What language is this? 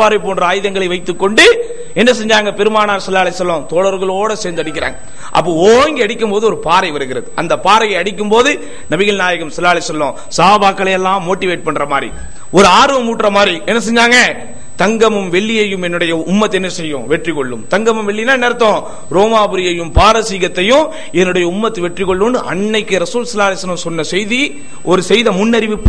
Tamil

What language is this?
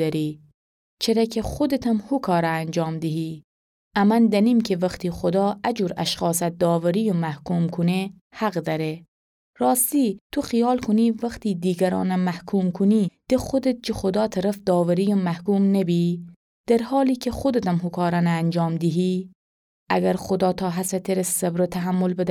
Gilaki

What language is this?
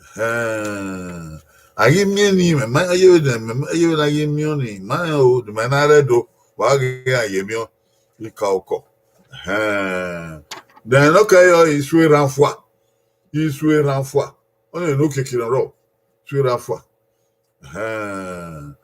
Bini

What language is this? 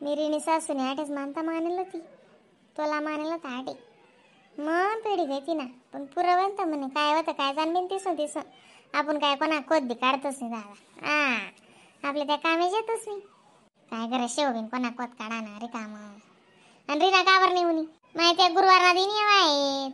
Khandesi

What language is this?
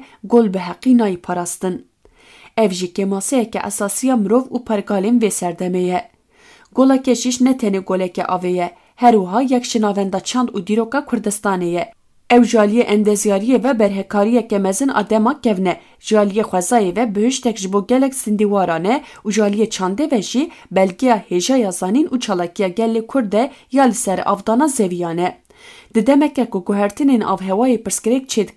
Kurdish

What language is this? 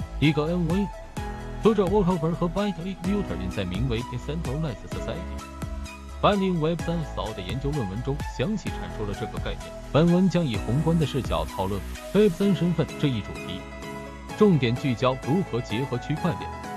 Chinese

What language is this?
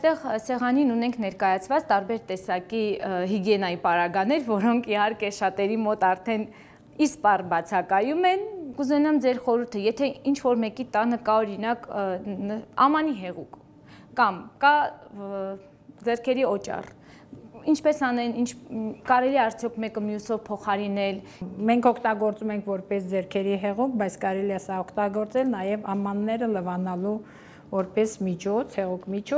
Armenian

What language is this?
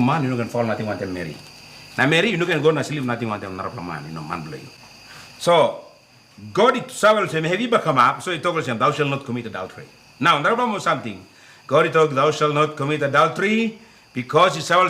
Tok Pisin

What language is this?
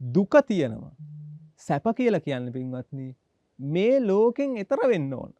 Sinhala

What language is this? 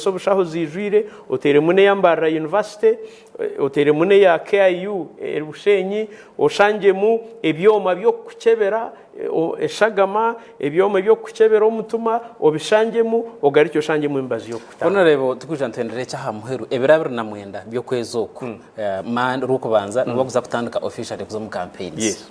Nyankole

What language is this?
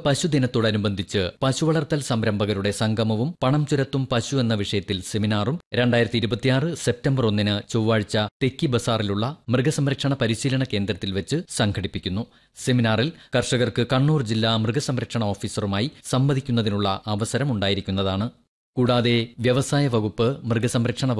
Malayalam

